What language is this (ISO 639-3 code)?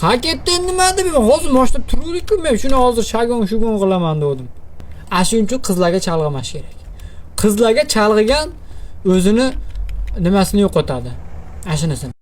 uzb